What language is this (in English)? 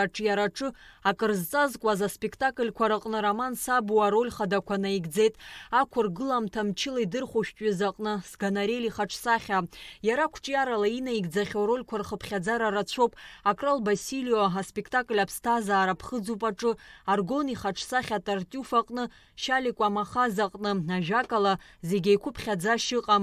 Abkhazian